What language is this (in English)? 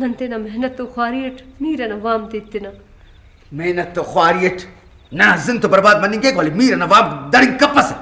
Brahui